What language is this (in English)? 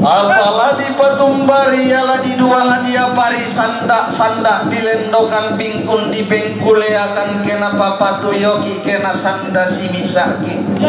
Toraja-Sa'dan